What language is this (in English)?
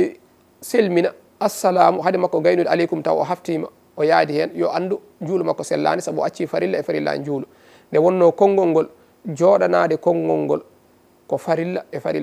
Fula